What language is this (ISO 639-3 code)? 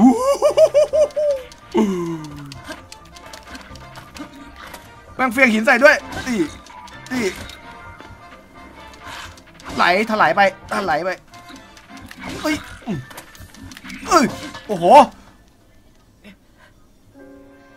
tha